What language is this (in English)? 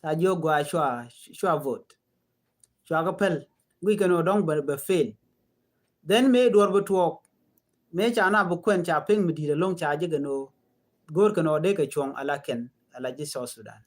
Nuer